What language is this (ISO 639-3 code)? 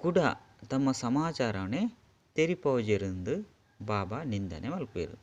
tcy